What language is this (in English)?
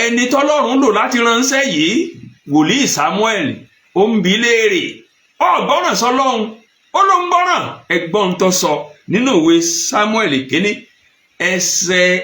Yoruba